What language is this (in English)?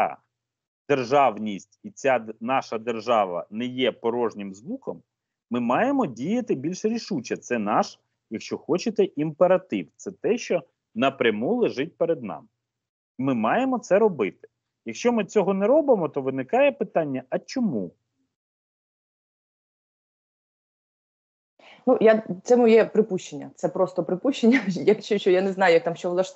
Ukrainian